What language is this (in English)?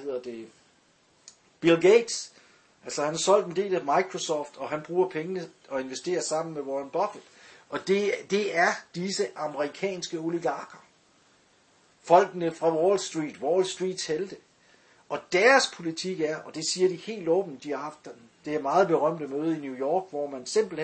Danish